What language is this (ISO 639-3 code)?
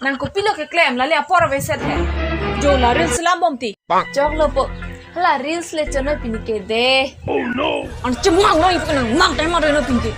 mjw